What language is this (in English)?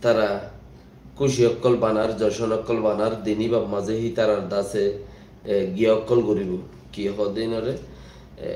Rohingya